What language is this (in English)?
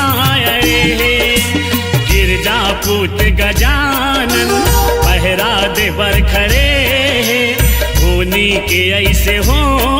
Chhattisgarhi